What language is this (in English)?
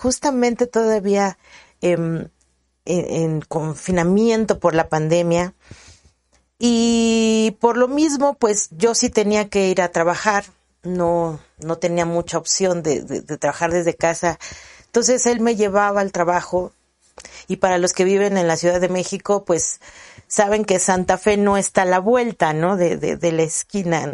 Spanish